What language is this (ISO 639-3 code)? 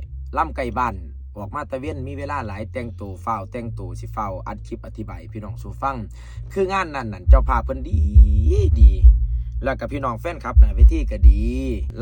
tts